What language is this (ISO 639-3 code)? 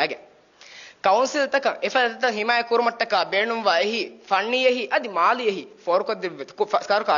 div